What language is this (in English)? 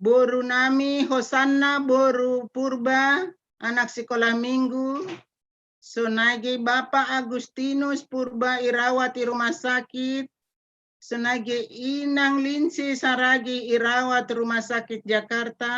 Batak Simalungun